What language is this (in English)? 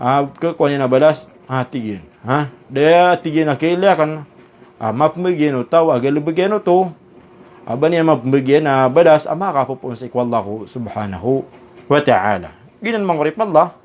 Maranao